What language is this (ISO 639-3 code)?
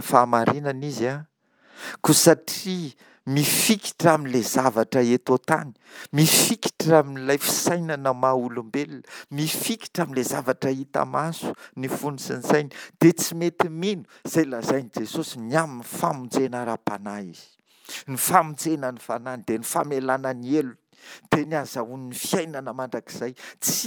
mlg